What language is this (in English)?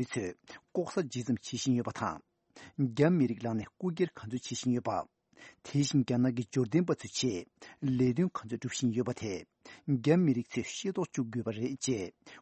Tibetan